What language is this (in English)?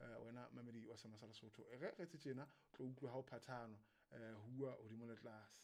Southern Sotho